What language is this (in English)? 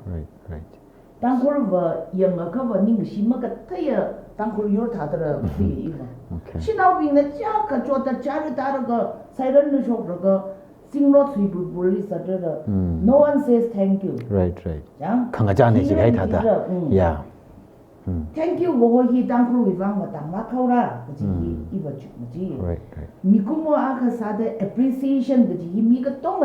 Tangkhul Naga (India)